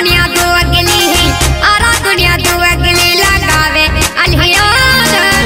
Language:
Mewati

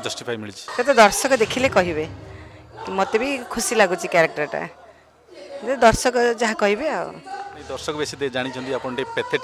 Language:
Odia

